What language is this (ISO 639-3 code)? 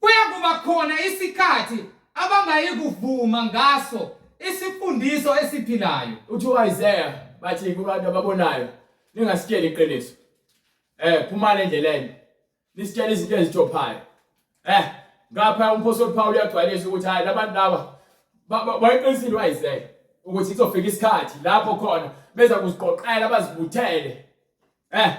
zul